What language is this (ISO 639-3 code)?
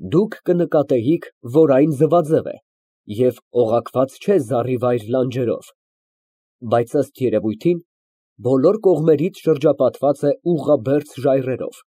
hye